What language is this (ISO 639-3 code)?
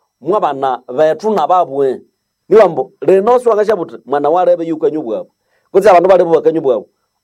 nnb